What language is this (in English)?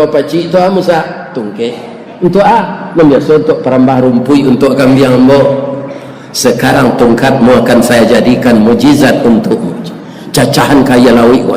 Minangkabau